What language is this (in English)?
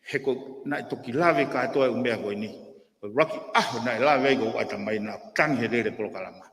Tongan